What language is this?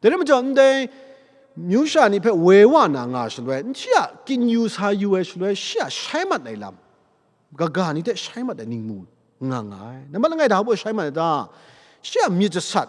Kachin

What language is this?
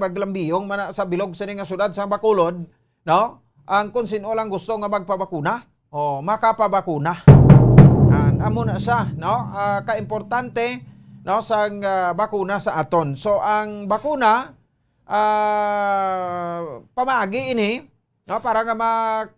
Hiligaynon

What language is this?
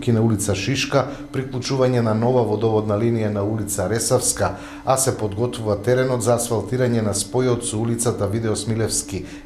Macedonian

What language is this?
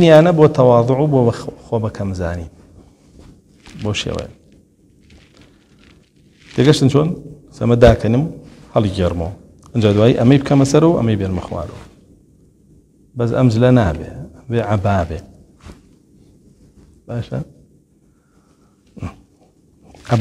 Central Kurdish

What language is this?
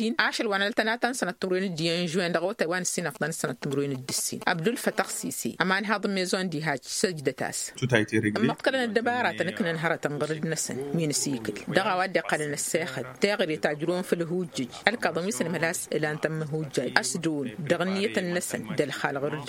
Tamasheq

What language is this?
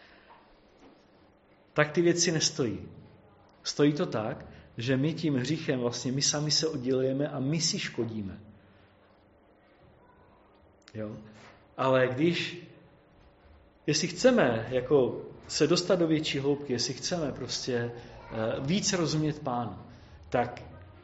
Czech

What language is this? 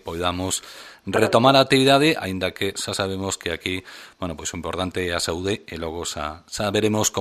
Galician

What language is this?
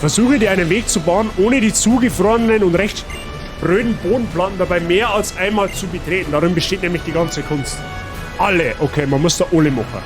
Bavarian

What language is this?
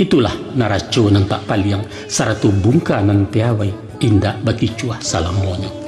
Minangkabau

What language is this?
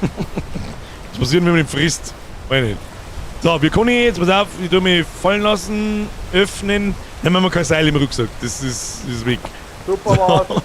Bavarian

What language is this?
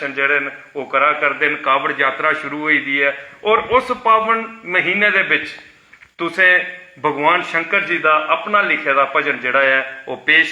Dogri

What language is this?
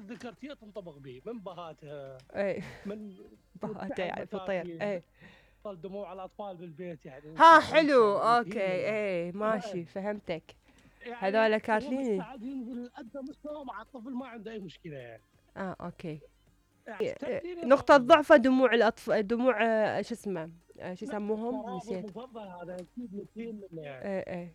Mesopotamian Arabic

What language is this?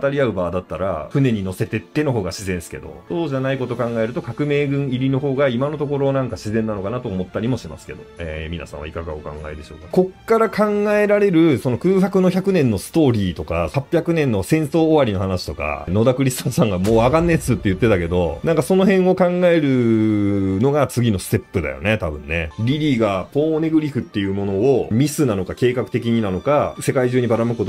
Japanese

